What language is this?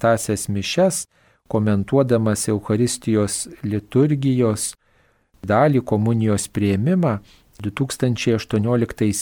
Lithuanian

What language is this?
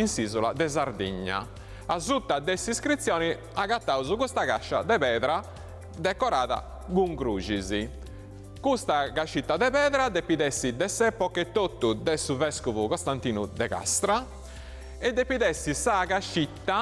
Sardinian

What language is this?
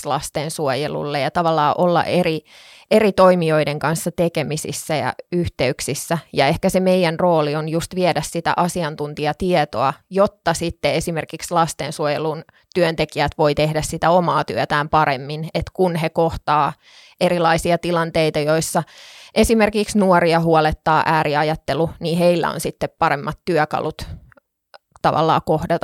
Finnish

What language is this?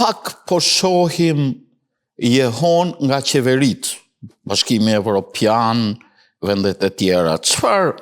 Albanian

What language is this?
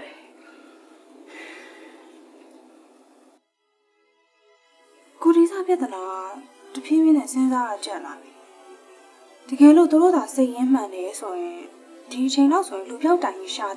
Burmese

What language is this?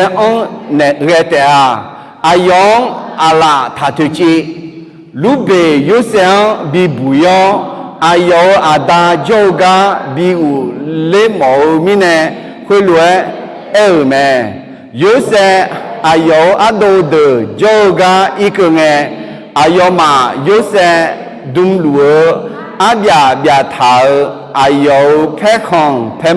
Akha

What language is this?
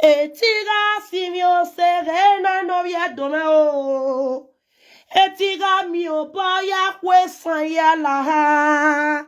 Nigerian Pidgin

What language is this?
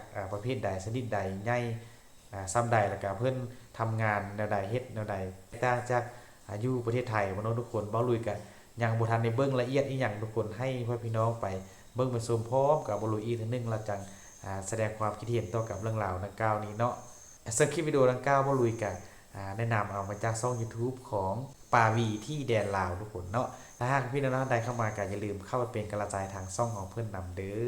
Lao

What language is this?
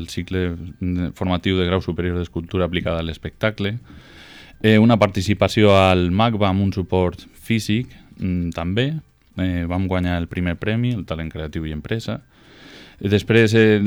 Catalan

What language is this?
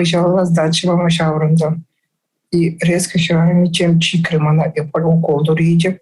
Chuvash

